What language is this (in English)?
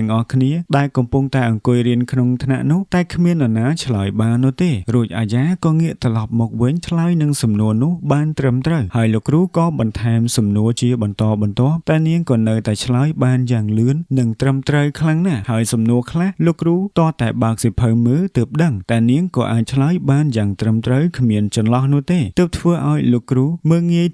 Khmer